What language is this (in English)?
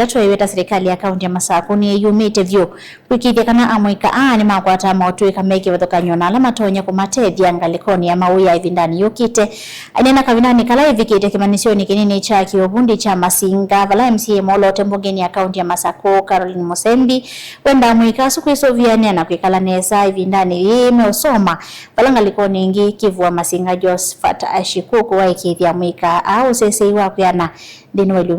Kamba